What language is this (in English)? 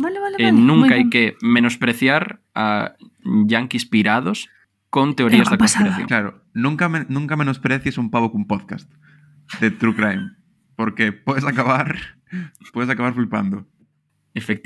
Galician